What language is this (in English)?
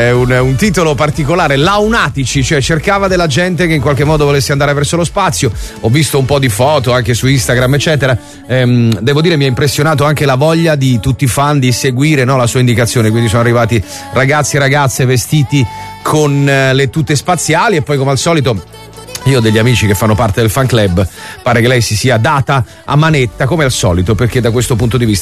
Italian